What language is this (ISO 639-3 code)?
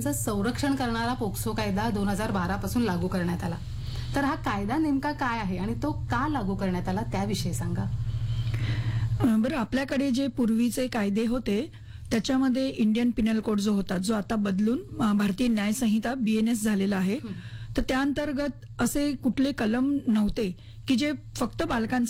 mar